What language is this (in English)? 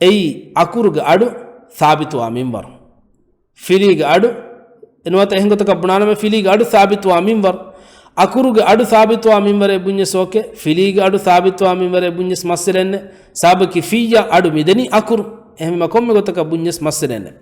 Divehi